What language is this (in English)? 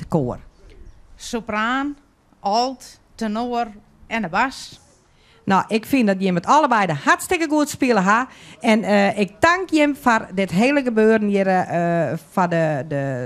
Western Frisian